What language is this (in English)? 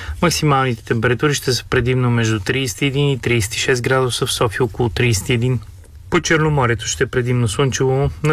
Bulgarian